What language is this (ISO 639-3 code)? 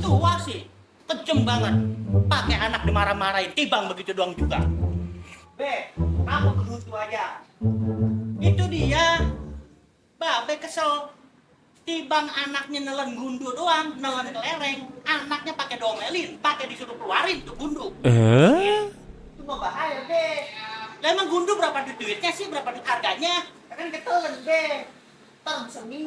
bew